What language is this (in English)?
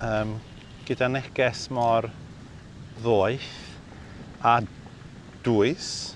Welsh